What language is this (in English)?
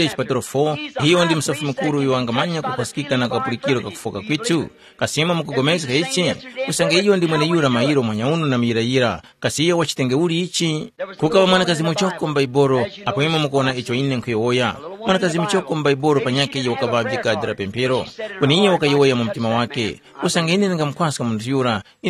Tumbuka